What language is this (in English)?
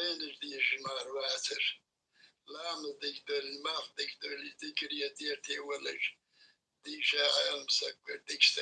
Ingush